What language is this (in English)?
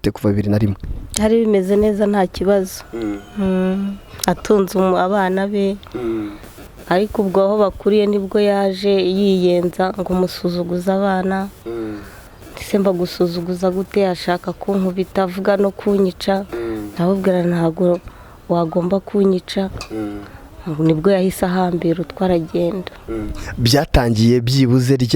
Kinyarwanda